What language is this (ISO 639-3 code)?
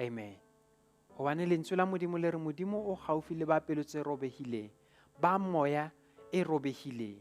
sot